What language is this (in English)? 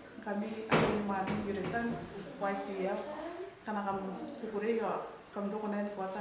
Gilbertese